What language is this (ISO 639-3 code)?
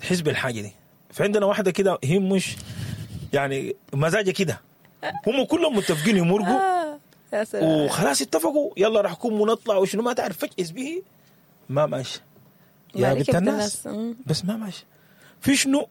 apd